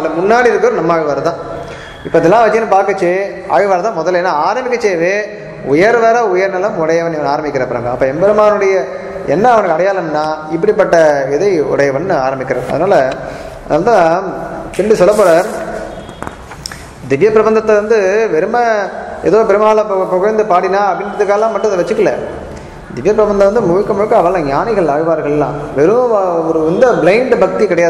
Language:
Tamil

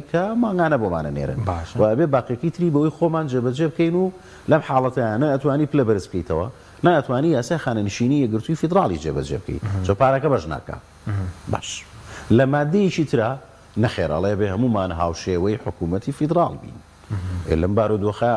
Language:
Central Kurdish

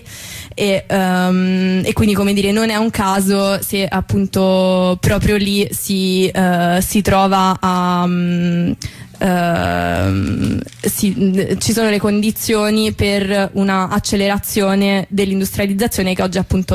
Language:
Italian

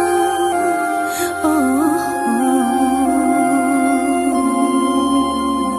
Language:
Indonesian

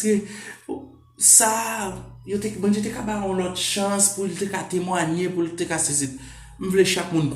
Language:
Haitian Creole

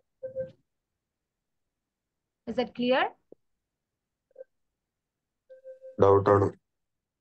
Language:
Malayalam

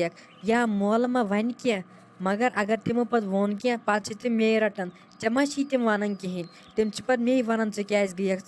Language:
Kashmiri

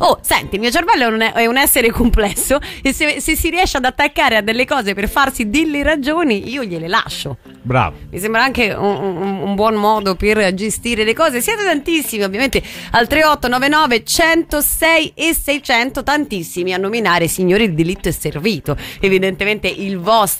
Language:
Italian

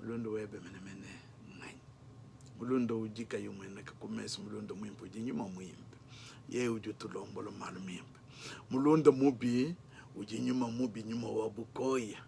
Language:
Luba-Lulua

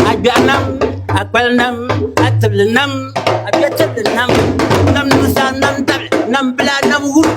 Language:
Dagbani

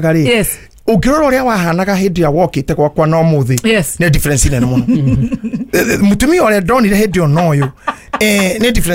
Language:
Kikuyu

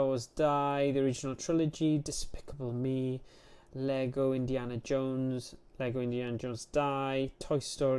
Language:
Welsh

